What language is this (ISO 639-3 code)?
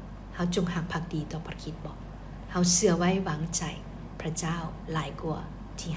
lao